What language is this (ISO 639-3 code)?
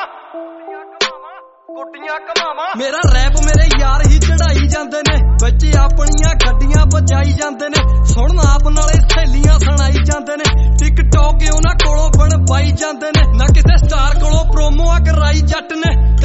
pan